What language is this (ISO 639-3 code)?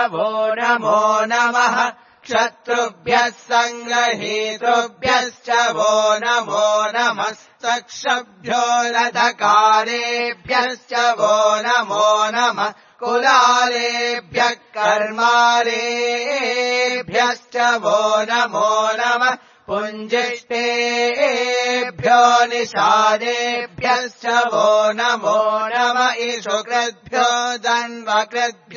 san